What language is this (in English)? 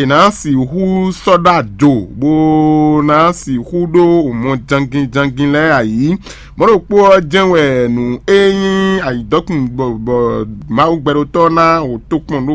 Fon